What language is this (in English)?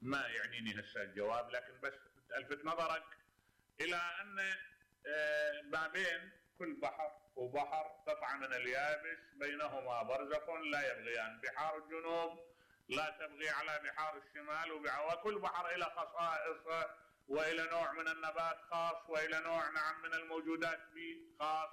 Mesopotamian Arabic